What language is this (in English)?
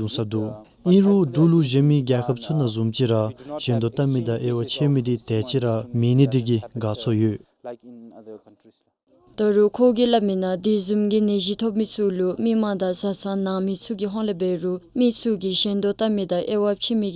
Dzongkha